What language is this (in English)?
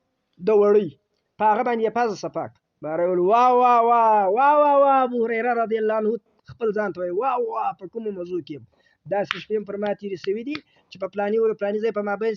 Pashto